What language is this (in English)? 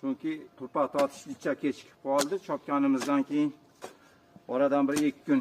Uzbek